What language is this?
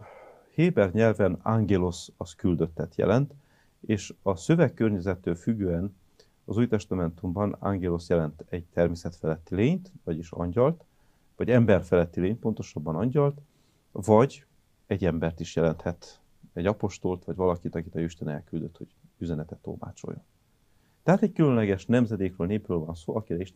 Hungarian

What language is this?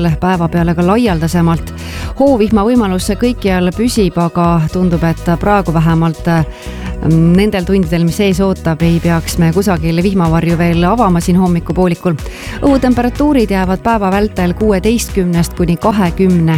Estonian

